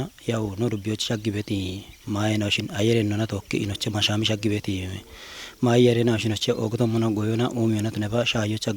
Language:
Kafa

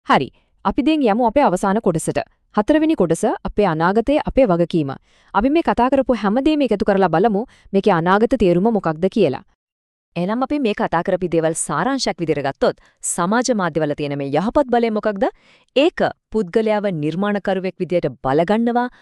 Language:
Sinhala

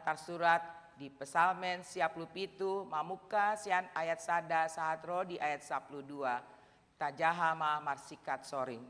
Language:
Batak Toba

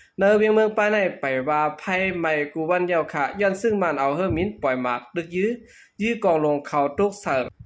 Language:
Shan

